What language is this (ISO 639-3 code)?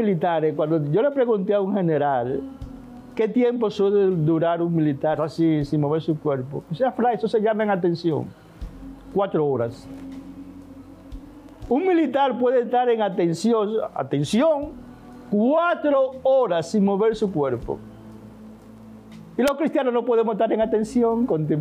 spa